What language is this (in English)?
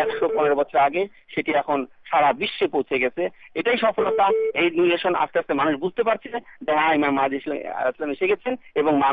Bangla